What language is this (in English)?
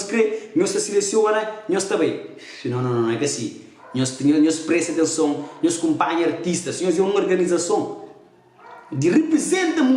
Kabuverdianu